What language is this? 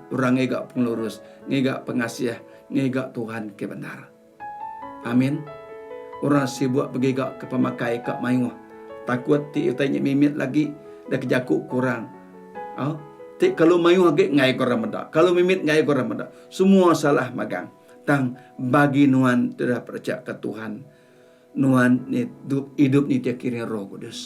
Iban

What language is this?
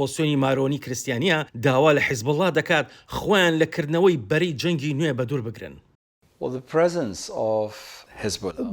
Central Kurdish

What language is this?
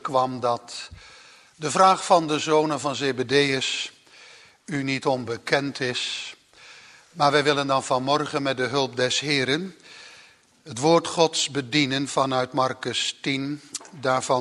Dutch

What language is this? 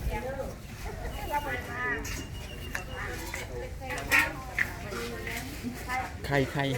Lao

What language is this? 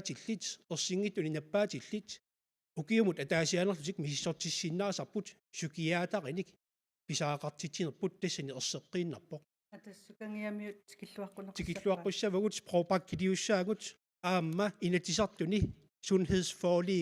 Kalaallisut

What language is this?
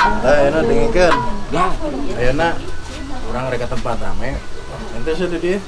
Sundanese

